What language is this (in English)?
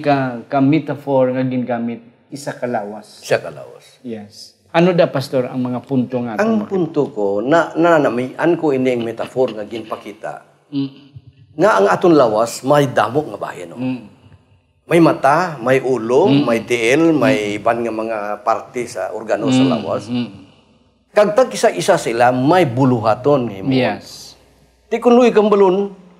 Hiligaynon